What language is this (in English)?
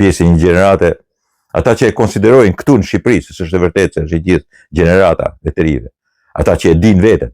Albanian